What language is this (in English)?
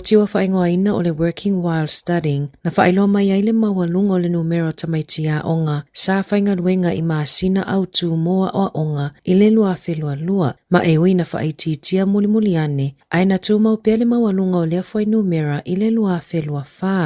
Samoan